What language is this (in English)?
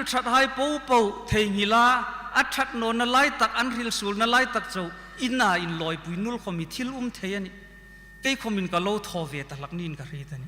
Hmar